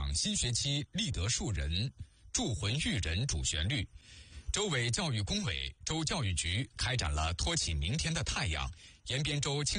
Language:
Chinese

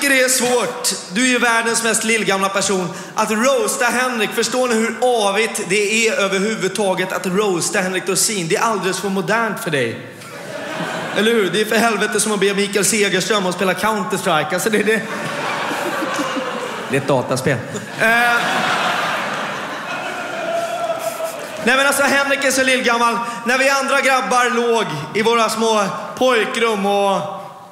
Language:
Swedish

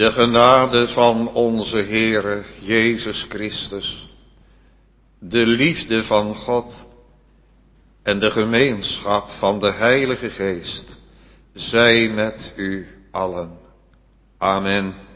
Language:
Dutch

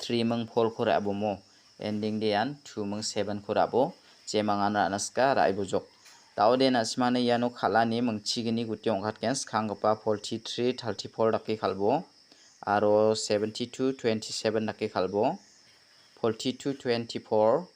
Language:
Garo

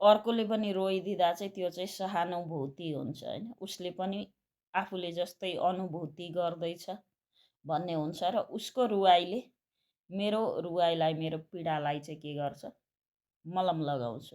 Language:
Nepali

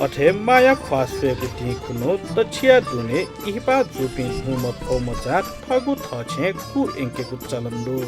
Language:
Newari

